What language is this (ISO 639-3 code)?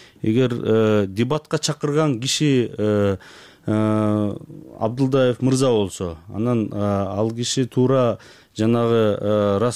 kir